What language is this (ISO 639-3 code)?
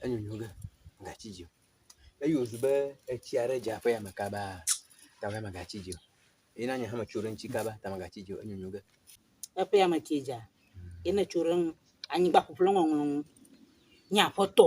ewe